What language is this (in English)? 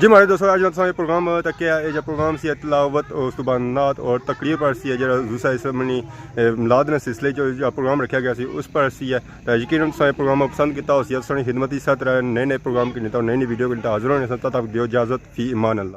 Pahari-Potwari